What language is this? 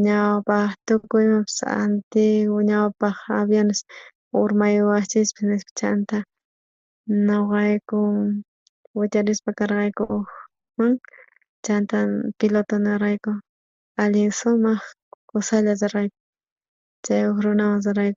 South Bolivian Quechua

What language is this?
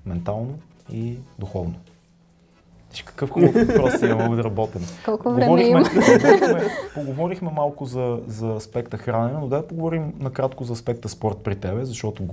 Bulgarian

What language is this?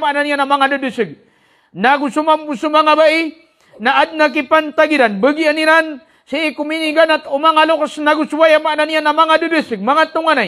Maranao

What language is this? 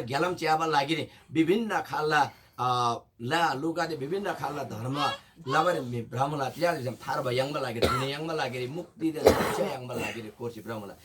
Eastern Tamang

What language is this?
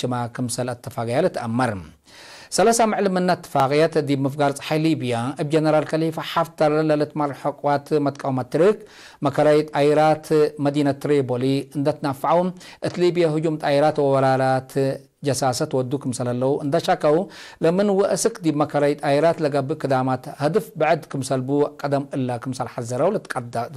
Tigre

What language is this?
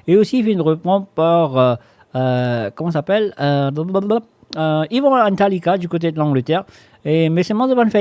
Morisyen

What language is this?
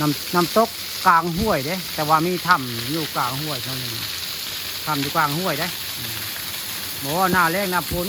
Northeastern Thai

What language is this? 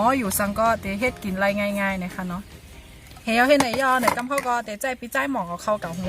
Shan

